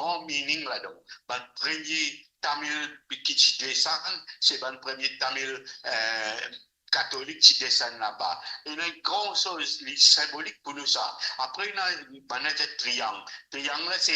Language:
Morisyen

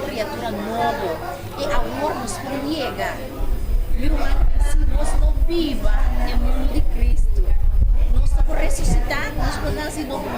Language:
Papiamento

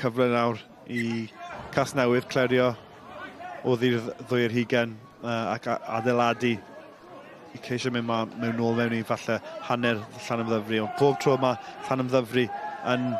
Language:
Welsh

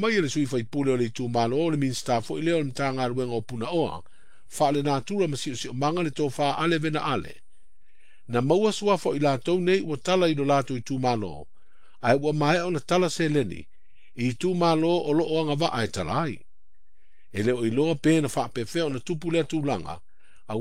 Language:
Samoan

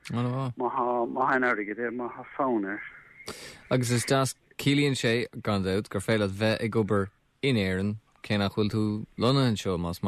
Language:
Irish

